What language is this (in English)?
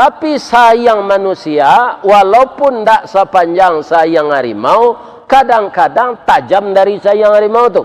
Minangkabau